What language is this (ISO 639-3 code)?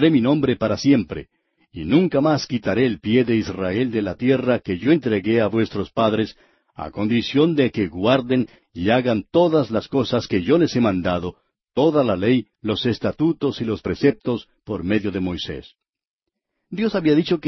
spa